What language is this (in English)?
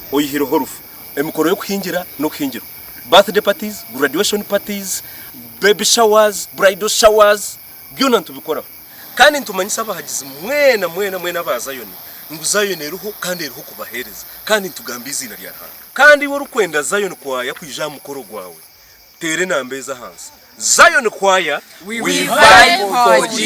Nyankole